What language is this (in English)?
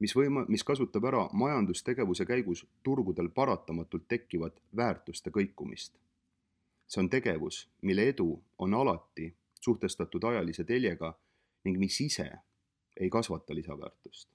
Estonian